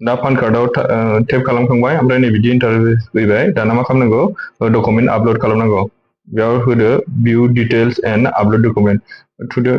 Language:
Bodo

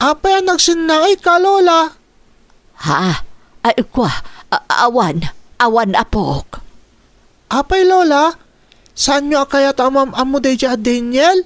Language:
Iloko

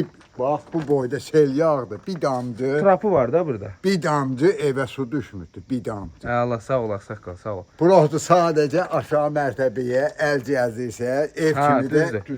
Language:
Azerbaijani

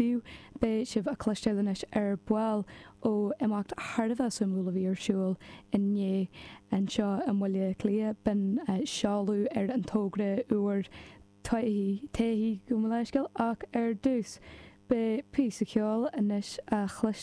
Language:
Irish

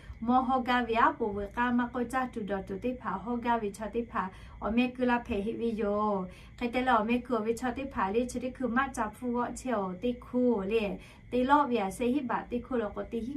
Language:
Lahu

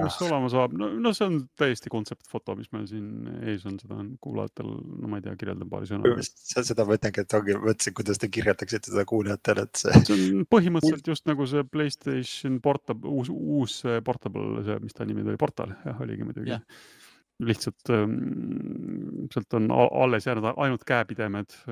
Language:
Estonian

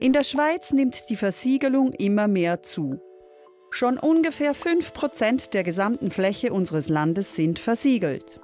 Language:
Swiss German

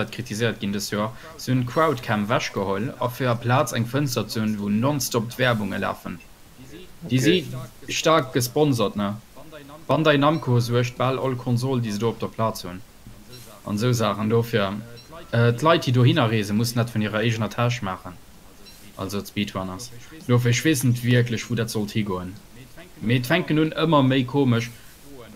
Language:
Luxembourgish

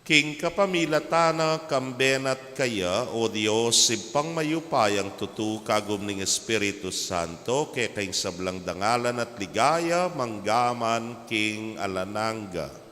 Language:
Pampanga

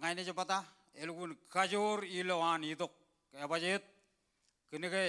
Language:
Marshallese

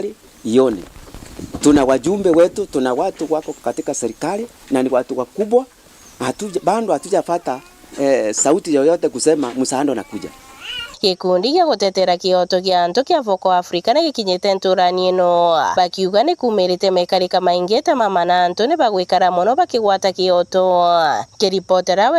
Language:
Meru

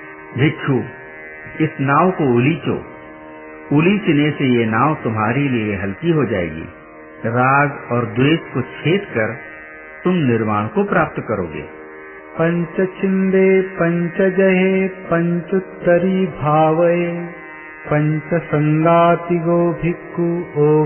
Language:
Hindi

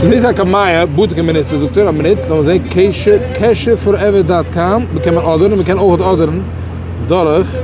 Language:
Yiddish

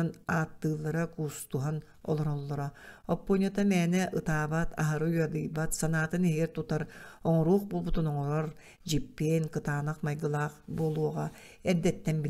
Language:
Yakut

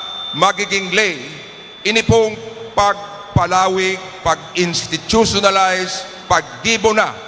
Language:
Bikol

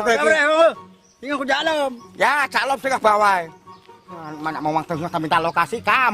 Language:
Achinese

